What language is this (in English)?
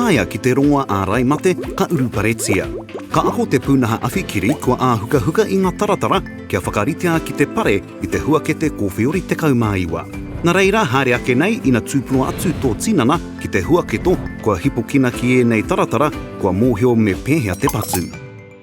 Māori